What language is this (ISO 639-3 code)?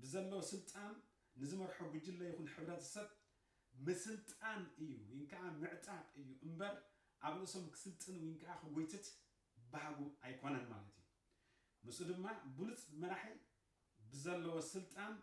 tir